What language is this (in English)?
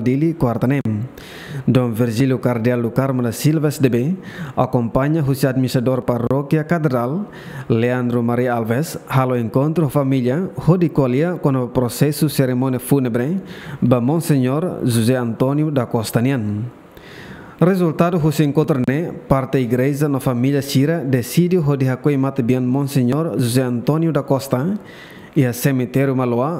Tetum